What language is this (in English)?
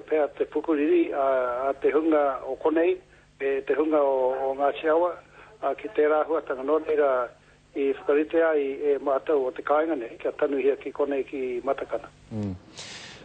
Māori